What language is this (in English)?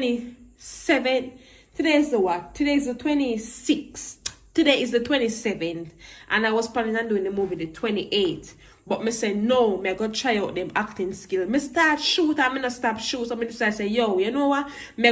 Jamaican Creole English